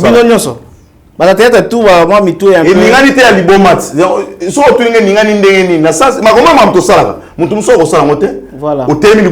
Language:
Lingala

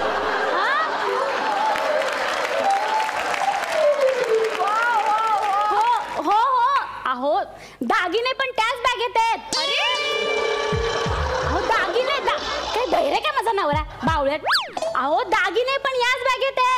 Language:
Marathi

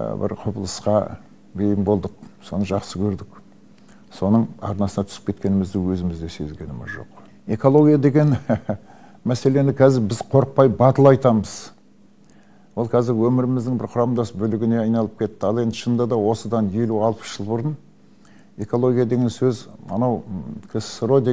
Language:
Kazakh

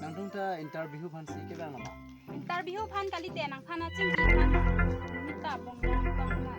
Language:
Karbi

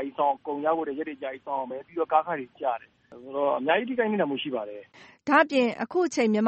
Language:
Burmese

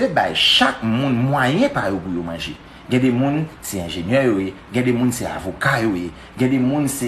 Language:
Haitian Creole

